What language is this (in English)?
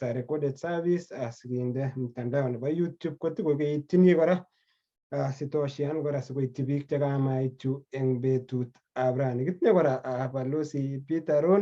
Kalenjin